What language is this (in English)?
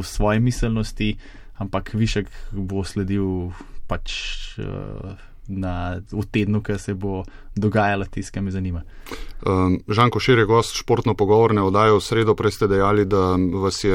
Slovenian